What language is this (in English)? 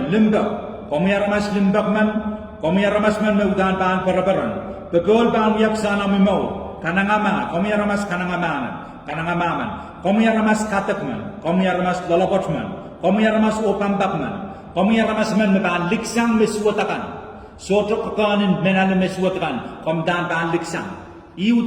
Pohnpeian